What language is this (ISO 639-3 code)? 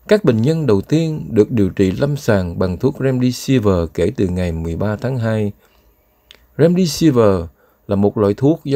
vie